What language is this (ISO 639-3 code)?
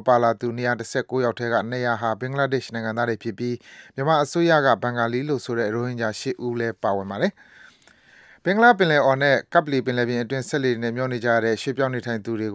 mya